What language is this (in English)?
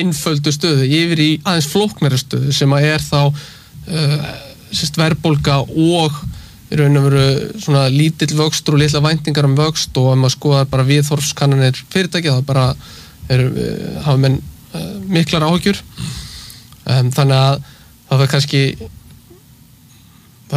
Icelandic